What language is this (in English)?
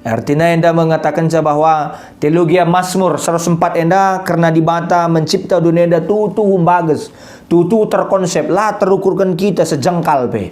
Batak Karo